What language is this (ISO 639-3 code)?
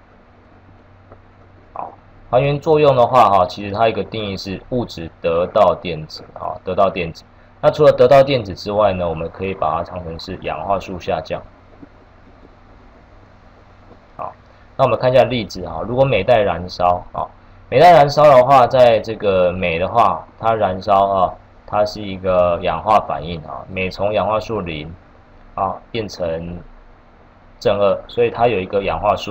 zho